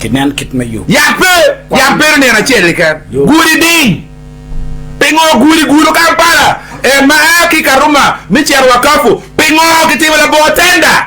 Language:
Acoli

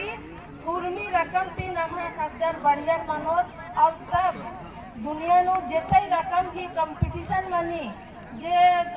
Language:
Kurukh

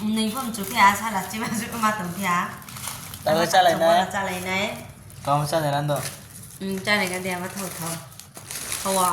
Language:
Riang (India)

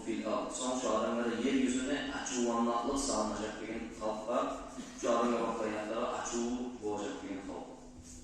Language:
Kumyk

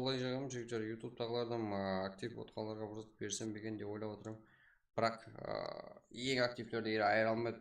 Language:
Kara-Kalpak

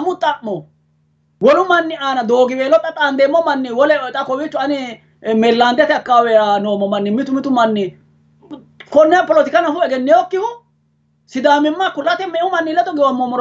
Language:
Sidamo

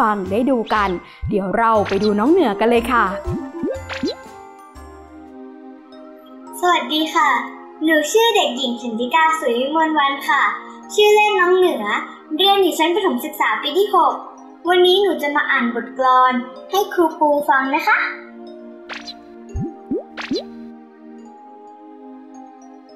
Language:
Thai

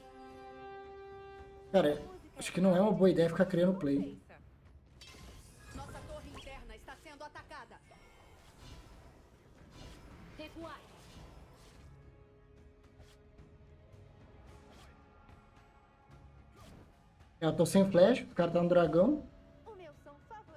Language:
Portuguese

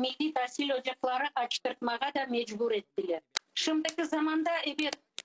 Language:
Crimean Tatar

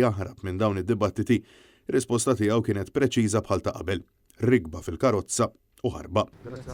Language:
Maltese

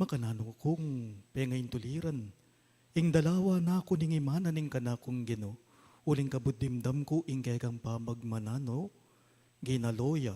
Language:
Pampanga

